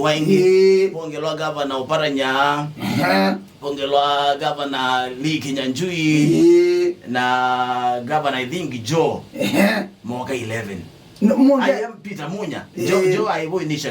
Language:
Kamba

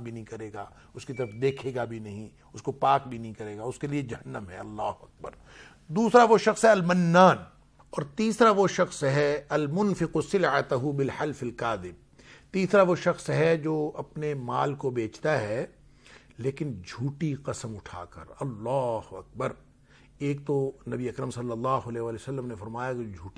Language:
Urdu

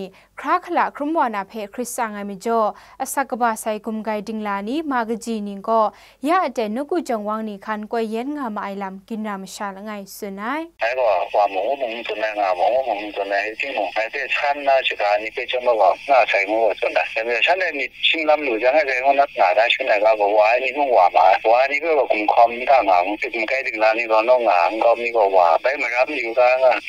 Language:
Kachin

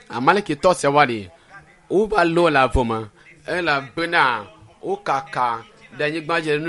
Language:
Ewe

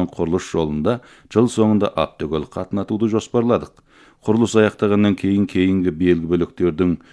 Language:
Kazakh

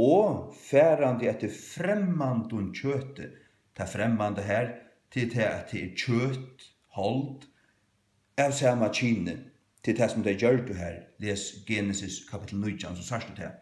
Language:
Faroese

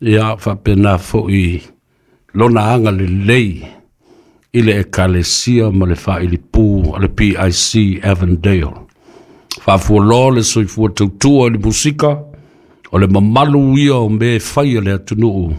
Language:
Samoan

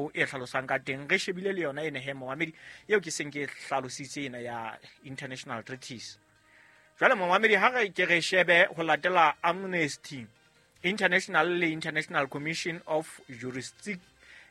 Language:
Southern Sotho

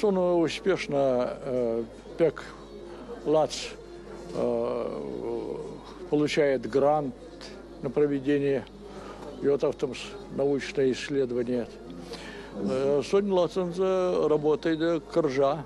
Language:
Erzya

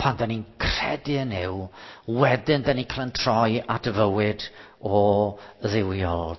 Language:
Welsh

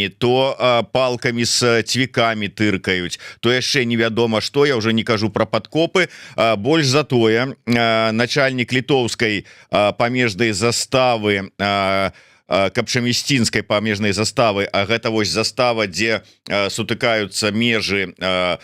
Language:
Belarusian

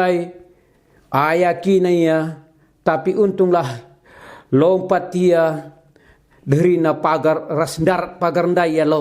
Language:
Batak Karo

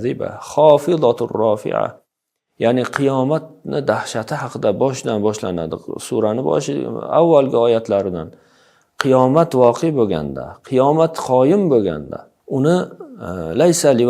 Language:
Uzbek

